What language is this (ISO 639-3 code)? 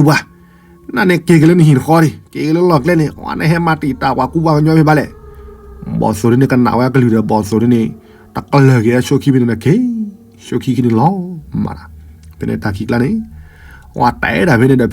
ksw